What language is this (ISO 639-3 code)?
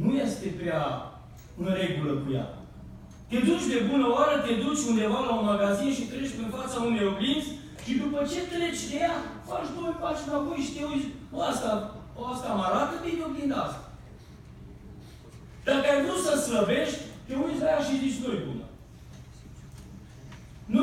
ron